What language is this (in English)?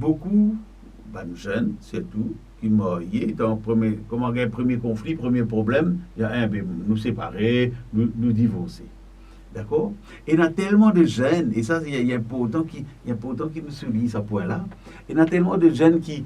Morisyen